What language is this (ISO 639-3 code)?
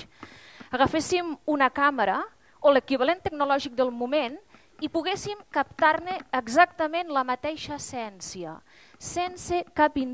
cat